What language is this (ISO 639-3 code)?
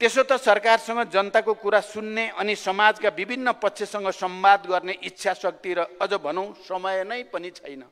nep